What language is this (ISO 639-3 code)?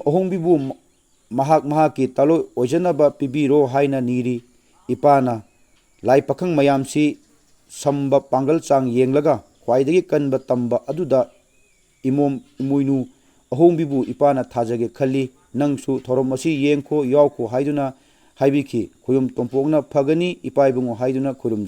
mni